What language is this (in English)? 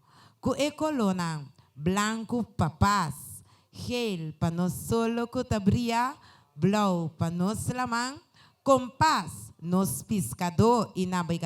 Papiamento